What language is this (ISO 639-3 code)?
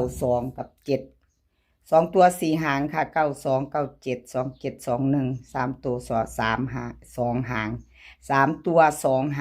tts